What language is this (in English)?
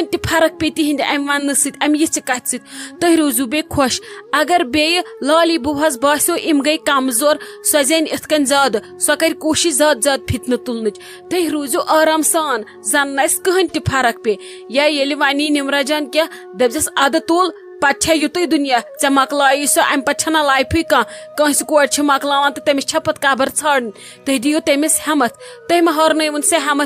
Kashmiri